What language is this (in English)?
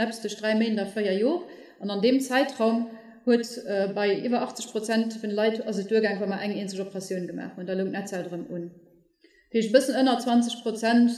Luxembourgish